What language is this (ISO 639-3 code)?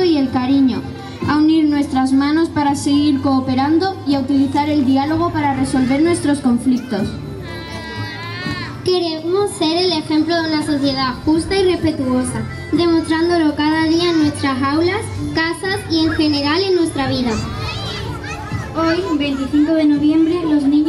spa